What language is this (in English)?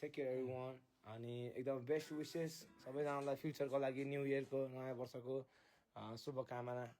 Nepali